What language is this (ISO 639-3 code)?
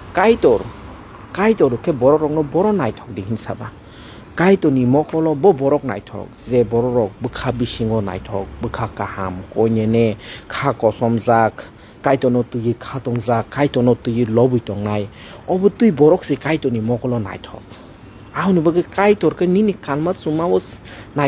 trp